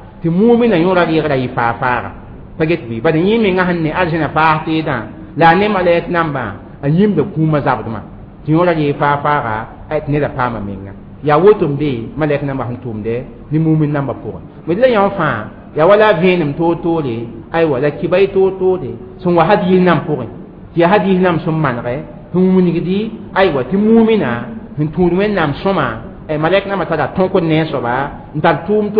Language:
Mossi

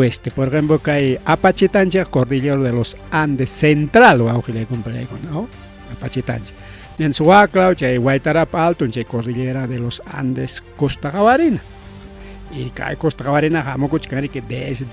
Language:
Ayacucho Quechua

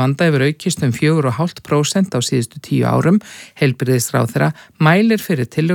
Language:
Icelandic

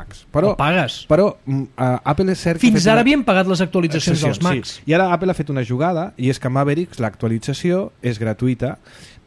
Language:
Catalan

